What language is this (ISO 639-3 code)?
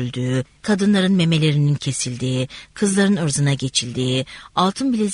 tur